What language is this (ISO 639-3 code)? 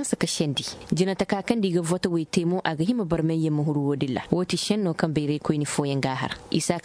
dje